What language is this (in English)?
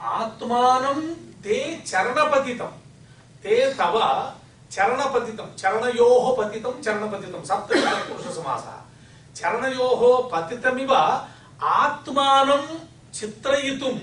Sanskrit